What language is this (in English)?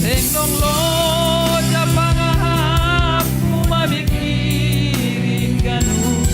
Batak Simalungun